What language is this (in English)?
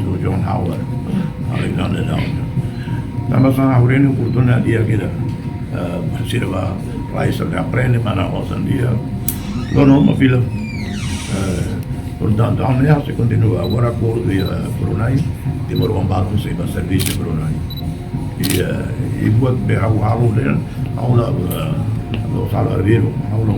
Tetum